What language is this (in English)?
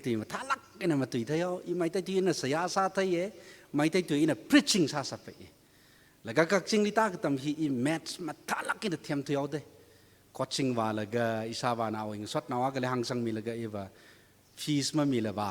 Tangkhul Naga (India)